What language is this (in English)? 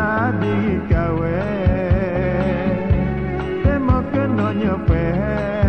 Pattani Malay